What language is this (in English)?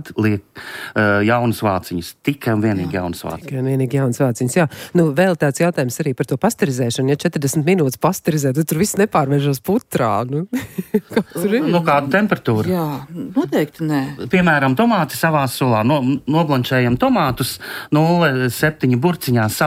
Latvian